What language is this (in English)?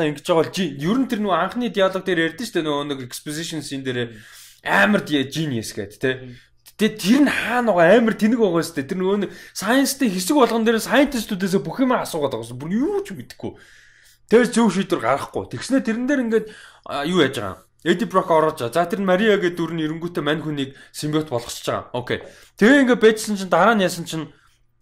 Mongolian